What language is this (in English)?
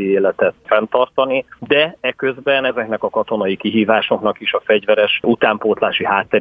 Hungarian